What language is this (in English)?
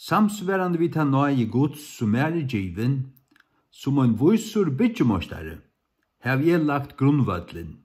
Faroese